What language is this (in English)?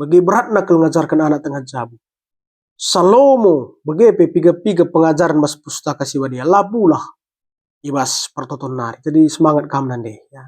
Batak Karo